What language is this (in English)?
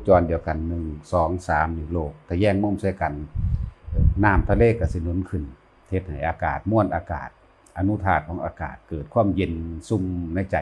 Northeastern Thai